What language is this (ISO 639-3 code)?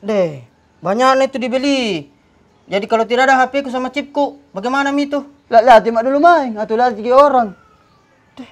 mfp